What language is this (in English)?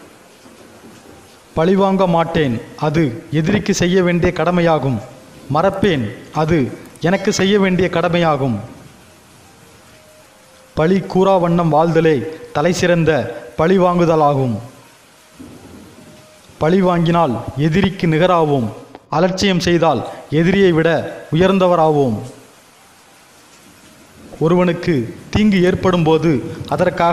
Tamil